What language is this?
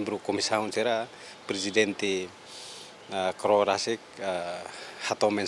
Tetum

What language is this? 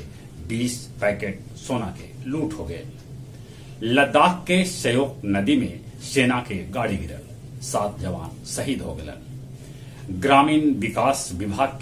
Magahi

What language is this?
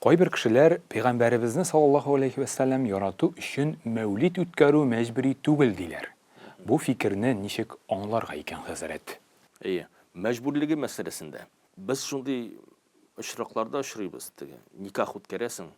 Tatar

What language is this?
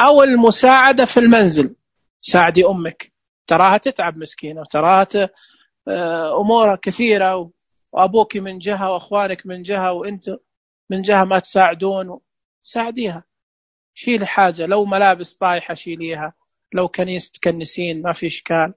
Najdi Arabic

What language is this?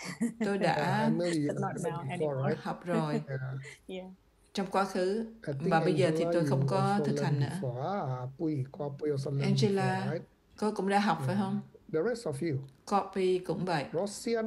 Vietnamese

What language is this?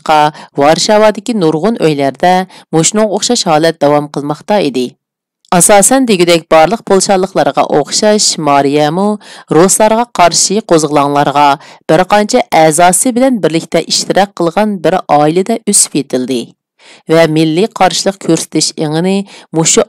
Uyghur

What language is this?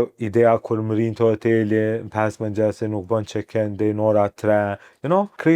Albanian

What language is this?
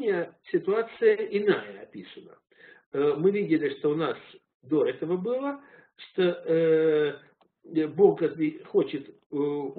Russian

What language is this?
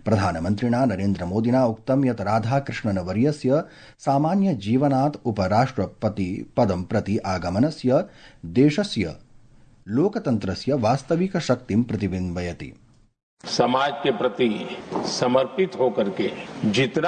Sanskrit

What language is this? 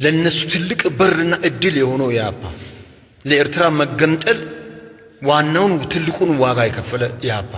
Amharic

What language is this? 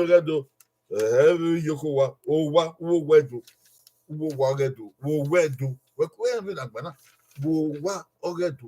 Bini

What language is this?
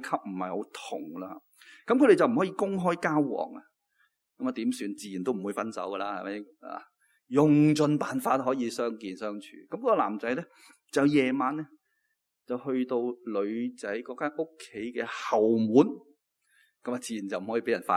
Cantonese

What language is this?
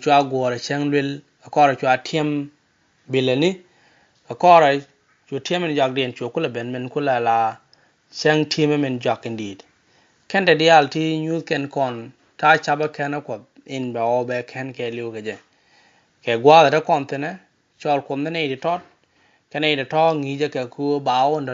Nuer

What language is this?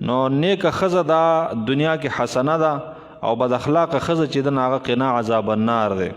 Pashto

